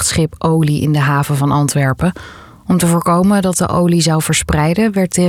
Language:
Dutch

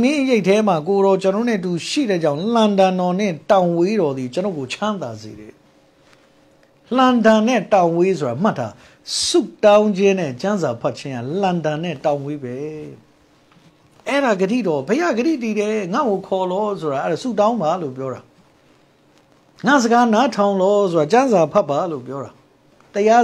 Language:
Burmese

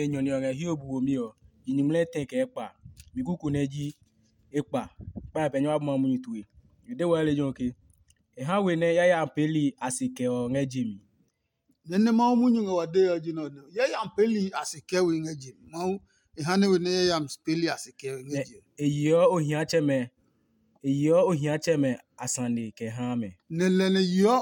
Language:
Adangme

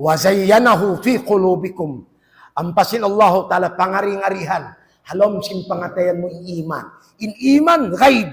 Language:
Tausug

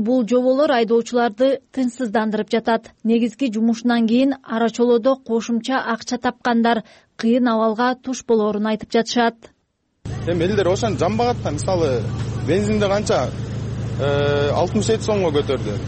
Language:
Kyrgyz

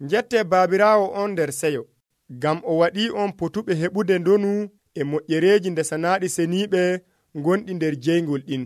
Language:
Nigerian Fulfulde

